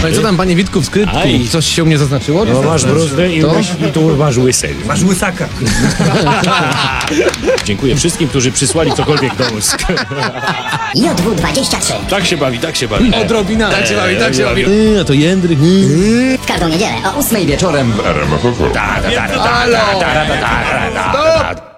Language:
Polish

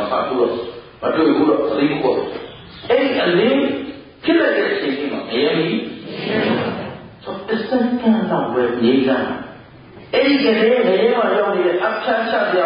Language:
Burmese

